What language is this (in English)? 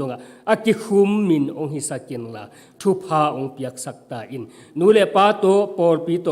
Tedim Chin